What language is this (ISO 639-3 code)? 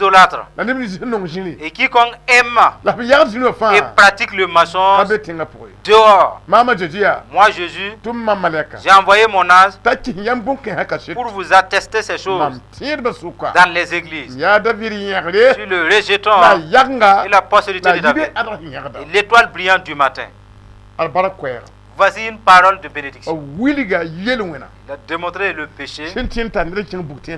mos